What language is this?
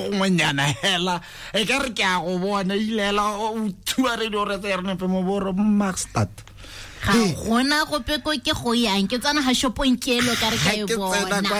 Tswana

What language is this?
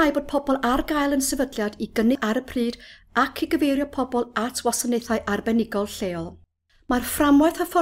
Welsh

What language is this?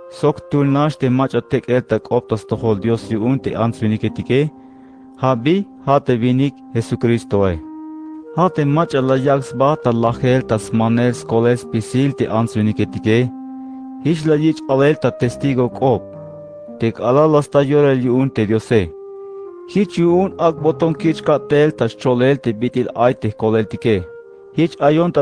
Tzeltal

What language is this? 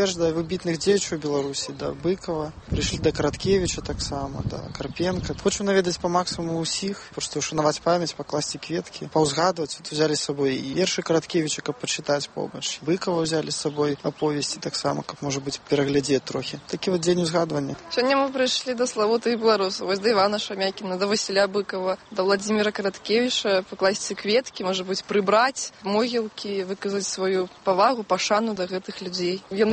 Belarusian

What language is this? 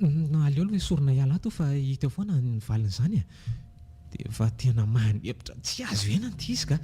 Malagasy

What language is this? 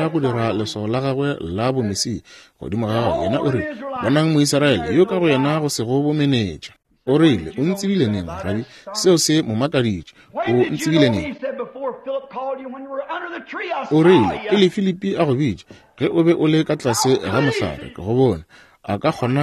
Northern Sotho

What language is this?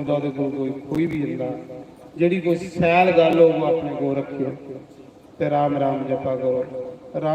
Dogri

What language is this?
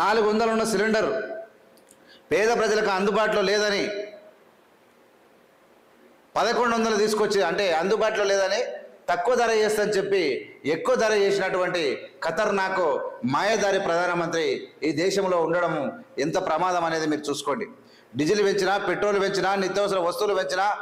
Telugu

